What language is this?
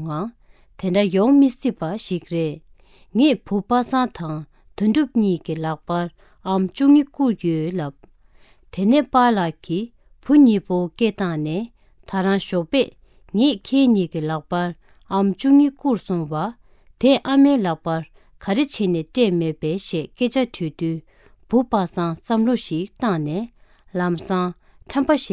Tibetan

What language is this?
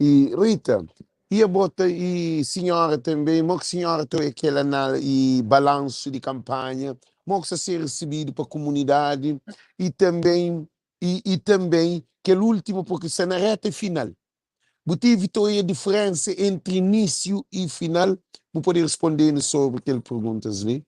Kabuverdianu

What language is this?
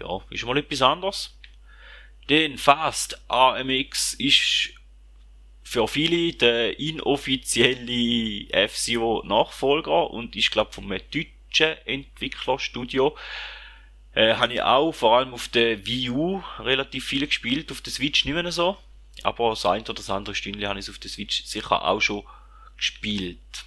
Swiss German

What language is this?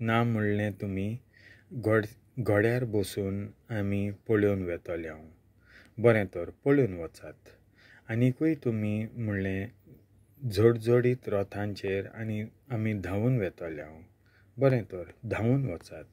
Konkani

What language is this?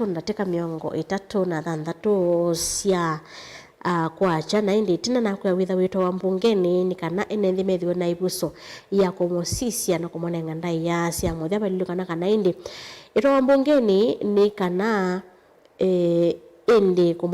Kamba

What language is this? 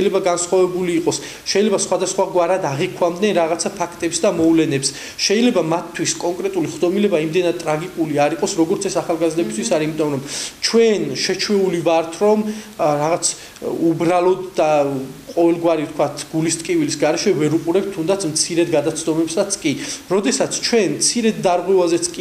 Georgian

